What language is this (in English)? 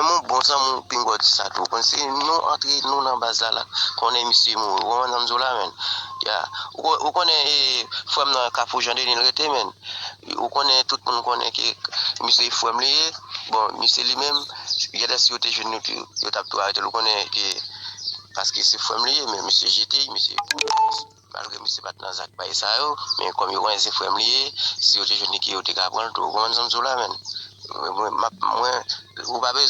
Haitian Creole